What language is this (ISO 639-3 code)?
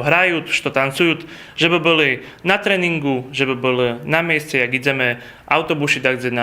rue